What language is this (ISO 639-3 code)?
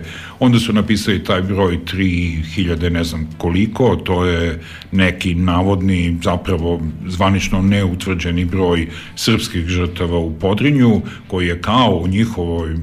srp